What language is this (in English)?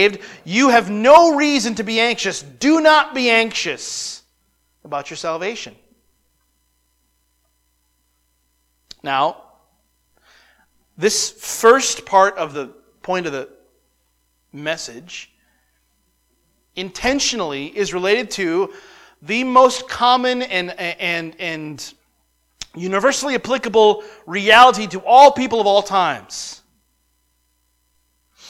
English